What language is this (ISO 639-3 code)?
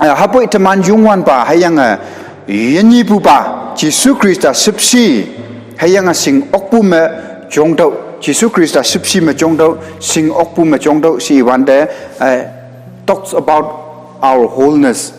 nbe